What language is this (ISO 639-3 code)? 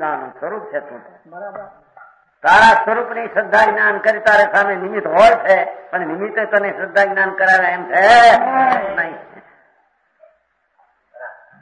guj